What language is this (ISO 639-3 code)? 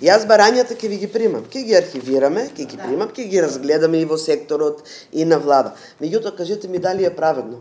mkd